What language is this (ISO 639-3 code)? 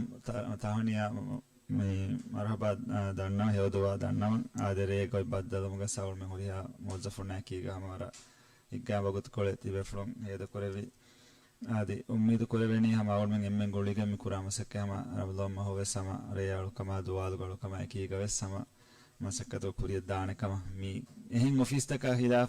div